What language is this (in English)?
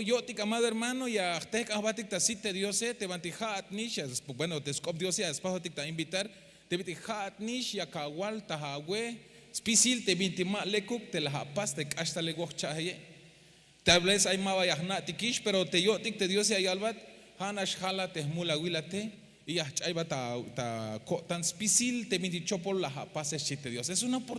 Tzeltal